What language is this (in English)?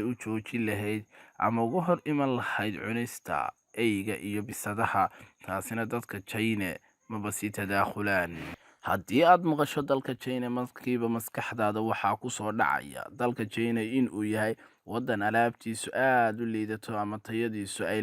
Somali